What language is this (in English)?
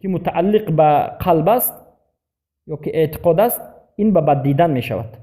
Persian